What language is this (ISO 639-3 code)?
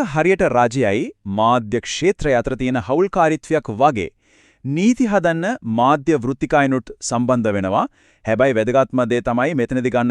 sin